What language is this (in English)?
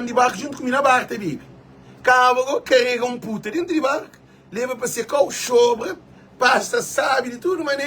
Kabuverdianu